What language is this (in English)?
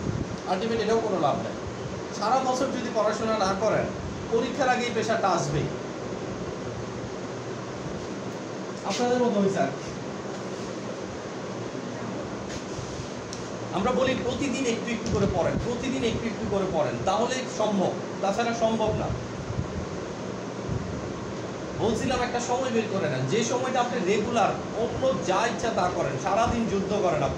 Bangla